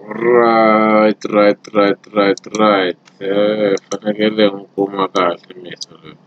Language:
Tsonga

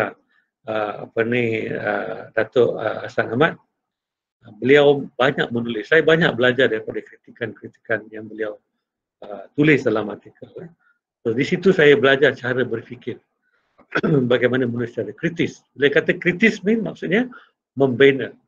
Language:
Malay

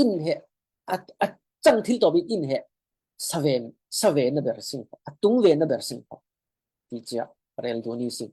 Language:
Falam Chin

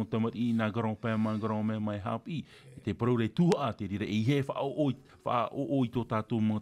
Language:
Tahitian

